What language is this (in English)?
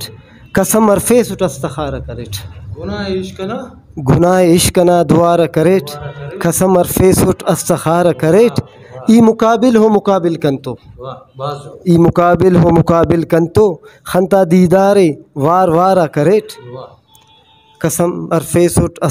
Brahui